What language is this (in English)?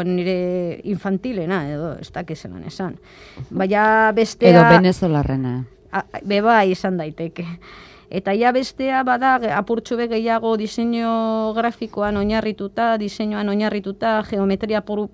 Basque